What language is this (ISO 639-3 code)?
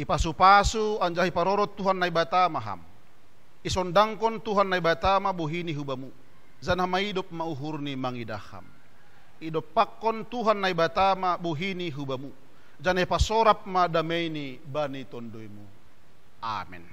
bts